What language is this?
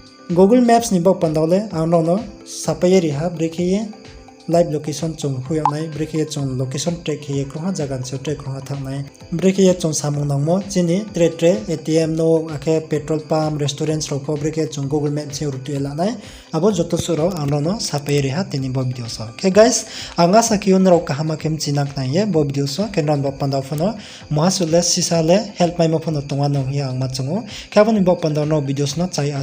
Riang (India)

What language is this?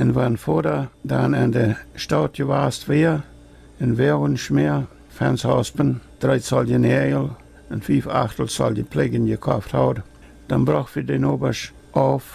Plautdietsch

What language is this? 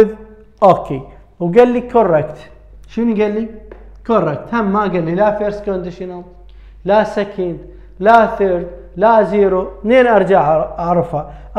Mesopotamian Arabic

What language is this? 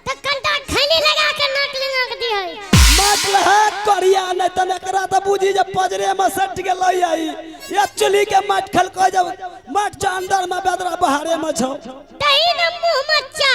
Maithili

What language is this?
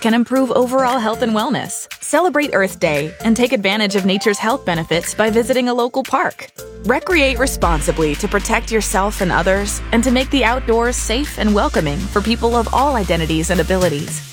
English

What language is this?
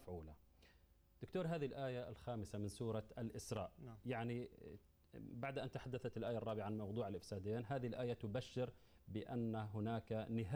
Arabic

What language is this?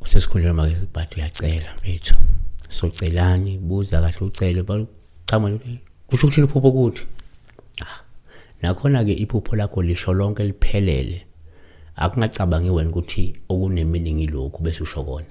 Zulu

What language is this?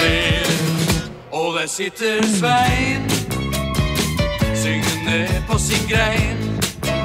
Norwegian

